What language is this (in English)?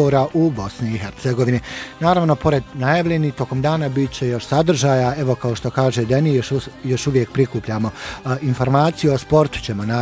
Bosnian